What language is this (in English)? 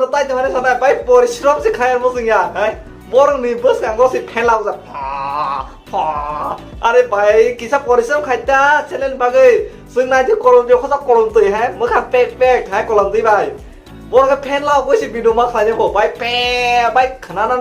Kok Borok